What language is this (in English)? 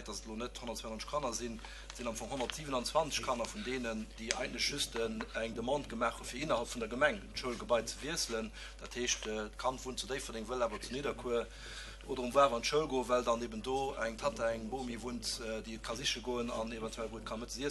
Luxembourgish